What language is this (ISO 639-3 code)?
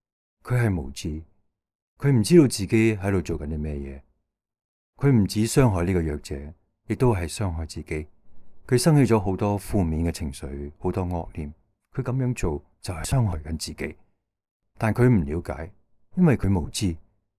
yue